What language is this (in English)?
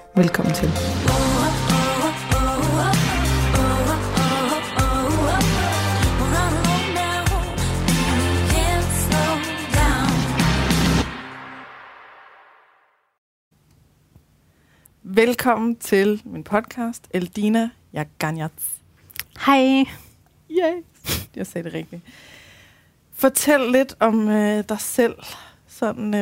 Danish